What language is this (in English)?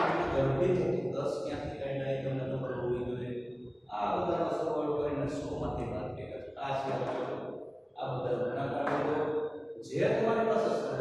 Gujarati